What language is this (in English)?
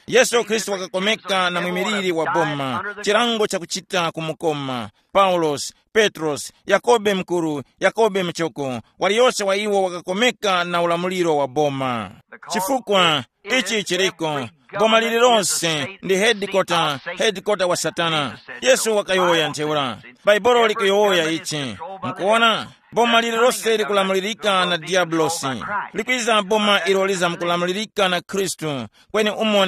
Tumbuka